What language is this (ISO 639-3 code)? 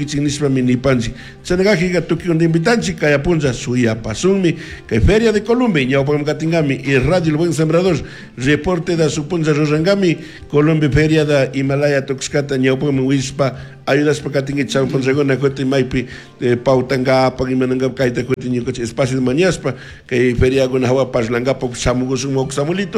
qug